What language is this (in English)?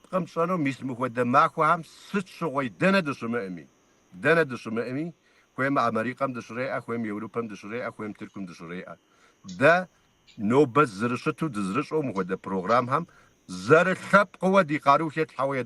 Kabardian